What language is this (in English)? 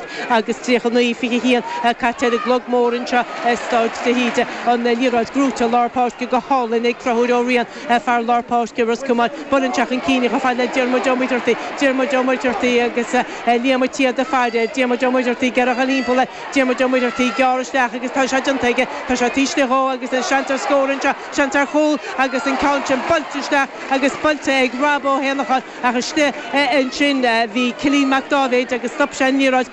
Irish